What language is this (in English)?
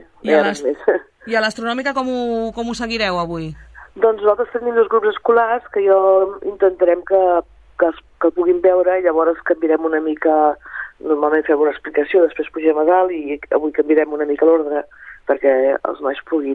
Catalan